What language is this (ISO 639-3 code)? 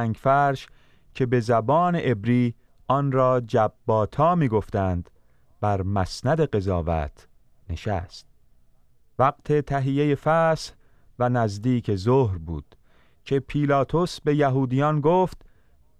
fas